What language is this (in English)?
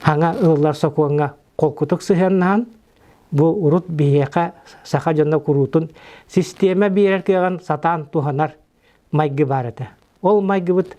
Yakut